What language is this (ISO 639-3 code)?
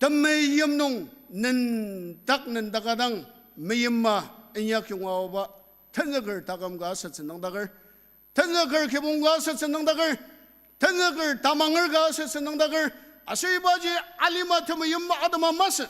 njo